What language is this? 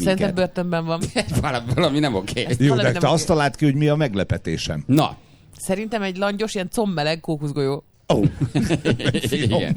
Hungarian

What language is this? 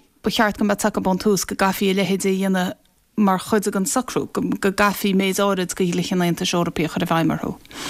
Irish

